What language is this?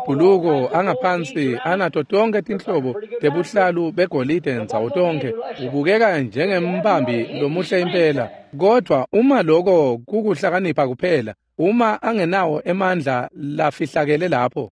Swati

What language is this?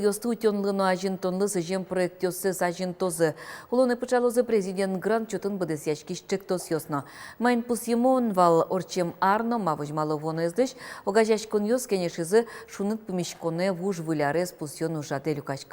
Udmurt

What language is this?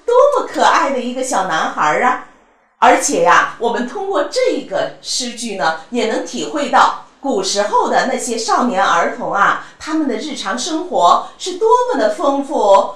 Chinese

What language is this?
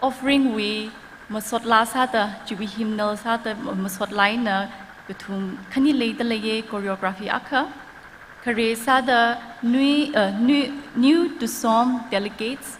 Tangkhul Naga (India)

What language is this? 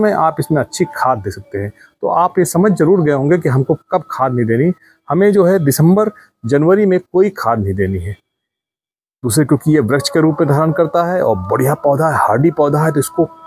Hindi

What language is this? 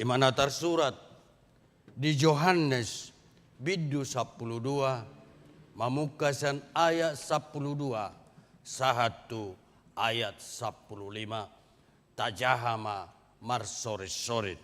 Batak Toba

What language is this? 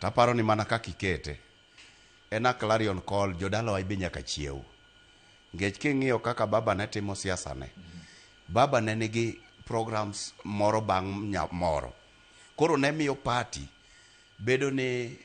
Luo (Kenya and Tanzania)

